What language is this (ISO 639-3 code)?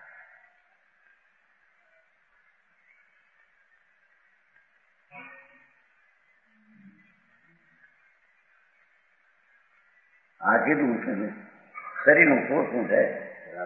guj